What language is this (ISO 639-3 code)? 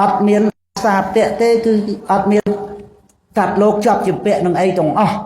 khm